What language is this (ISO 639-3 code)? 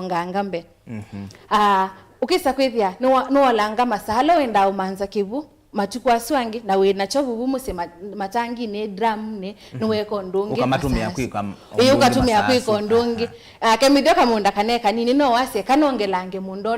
kam